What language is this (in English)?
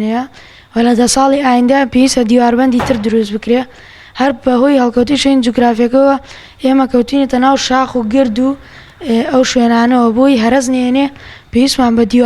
Central Kurdish